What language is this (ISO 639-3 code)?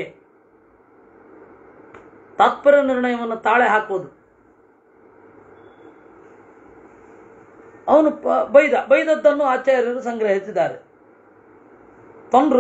kan